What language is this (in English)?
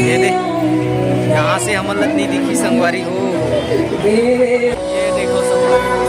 Chhattisgarhi